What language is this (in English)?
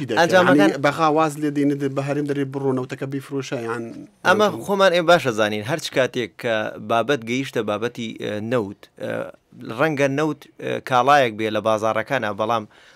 Central Kurdish